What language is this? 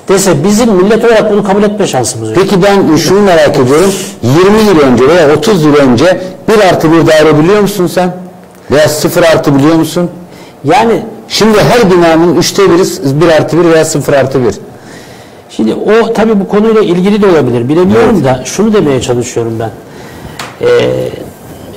Turkish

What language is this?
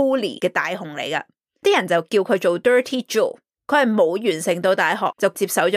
Cantonese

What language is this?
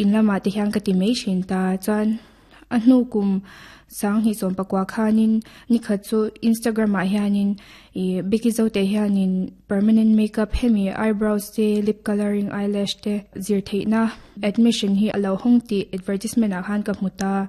Mizo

